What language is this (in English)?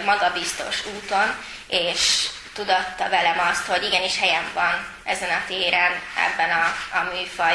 Hungarian